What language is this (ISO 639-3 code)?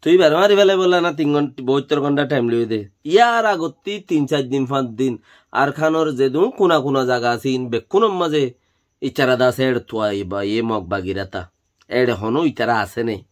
rhg